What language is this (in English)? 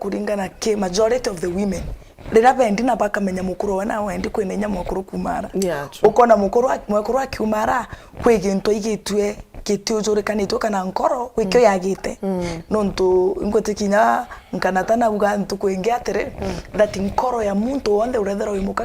Meru